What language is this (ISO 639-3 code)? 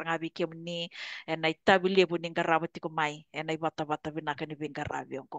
fij